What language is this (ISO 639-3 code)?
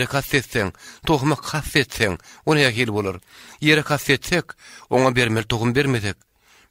tuk